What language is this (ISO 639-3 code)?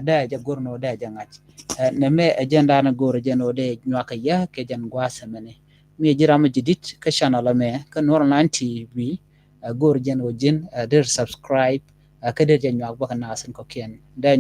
nus